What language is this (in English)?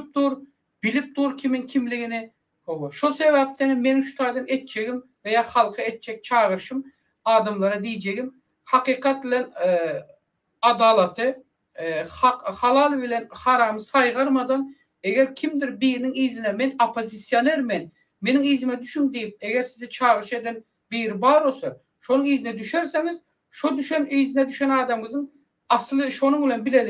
Turkmen